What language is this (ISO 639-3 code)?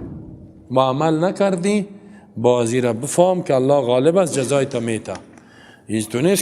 fas